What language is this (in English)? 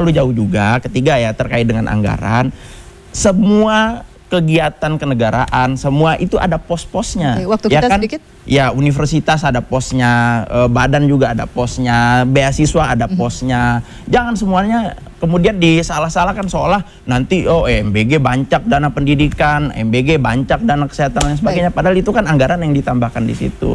Indonesian